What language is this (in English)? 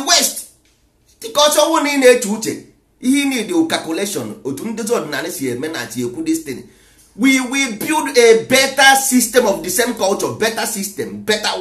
Igbo